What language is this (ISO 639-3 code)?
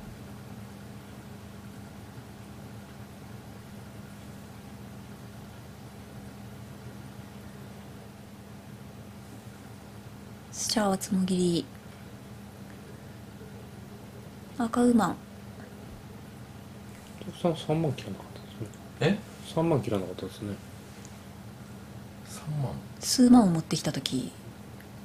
jpn